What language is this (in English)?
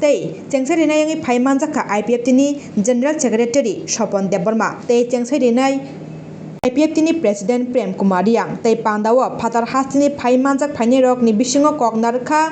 Kok Borok